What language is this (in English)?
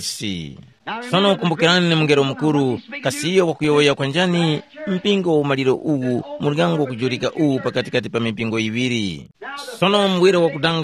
Tumbuka